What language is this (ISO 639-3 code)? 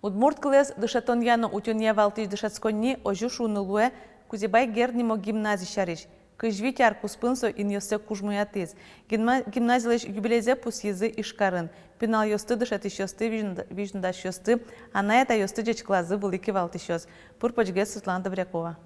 udm